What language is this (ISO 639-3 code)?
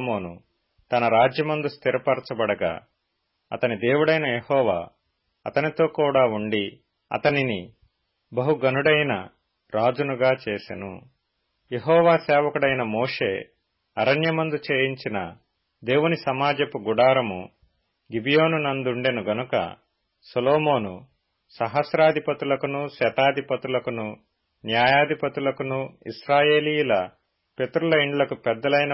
tel